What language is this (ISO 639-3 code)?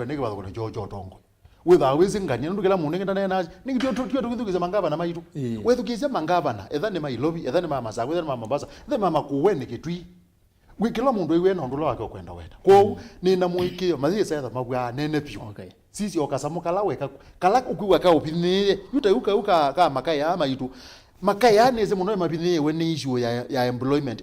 kam